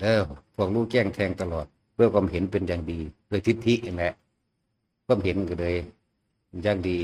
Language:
Northeastern Thai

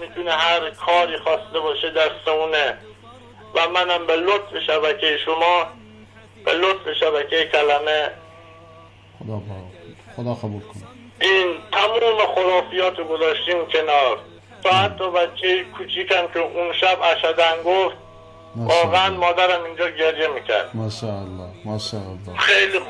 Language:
Persian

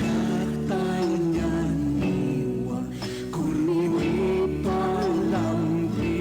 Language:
Aymara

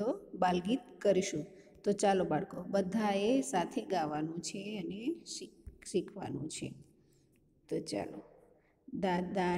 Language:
Gujarati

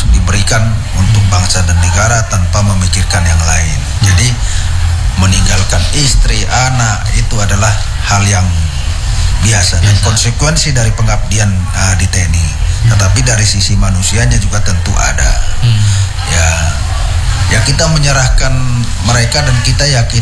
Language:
Indonesian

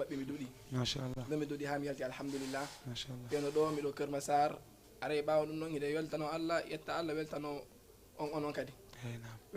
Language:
Fula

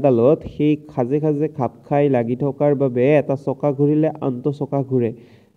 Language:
Assamese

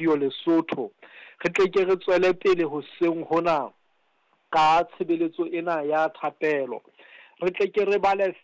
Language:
Southern Sotho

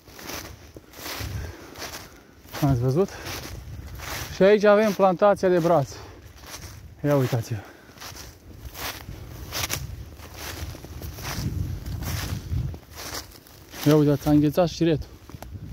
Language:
Romanian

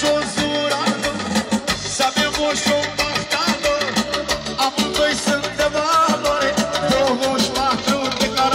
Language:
Romanian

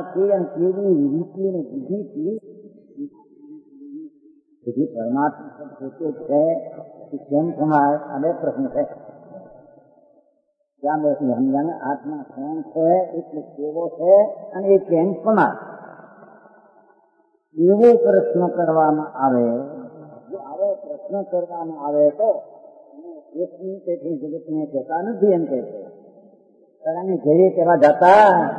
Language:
Gujarati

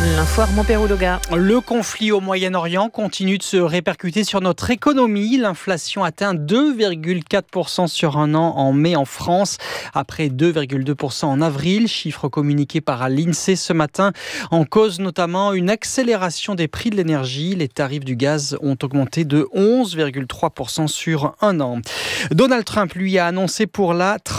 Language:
French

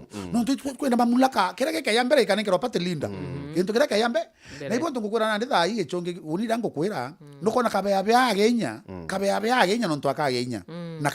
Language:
Meru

